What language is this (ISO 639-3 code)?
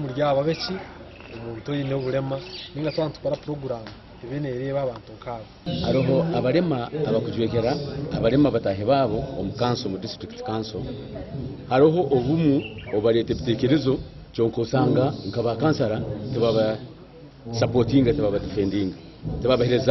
nyn